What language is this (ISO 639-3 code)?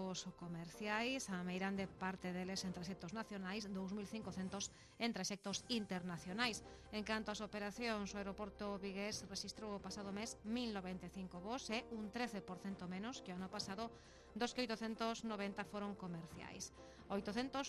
glg